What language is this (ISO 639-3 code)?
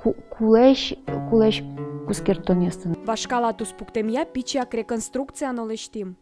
udm